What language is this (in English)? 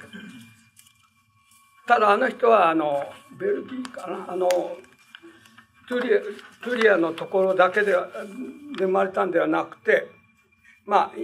Japanese